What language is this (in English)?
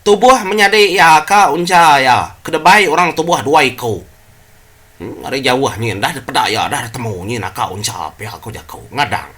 Iban